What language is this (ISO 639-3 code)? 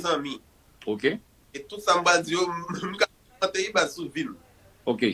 hat